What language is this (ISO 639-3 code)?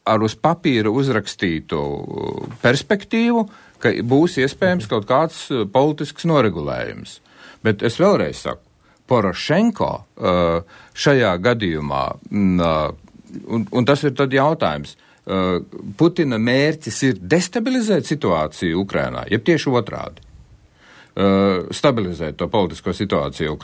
lav